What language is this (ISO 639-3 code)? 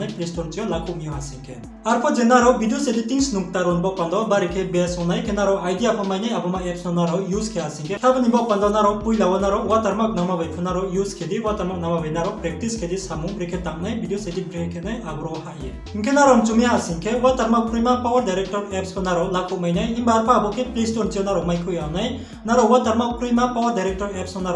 ria